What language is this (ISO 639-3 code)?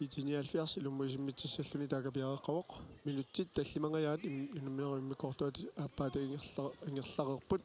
kal